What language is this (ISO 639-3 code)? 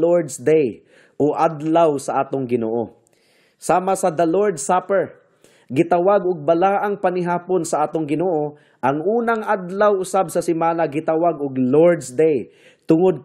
ceb